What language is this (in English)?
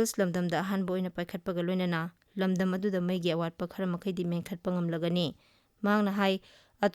Manipuri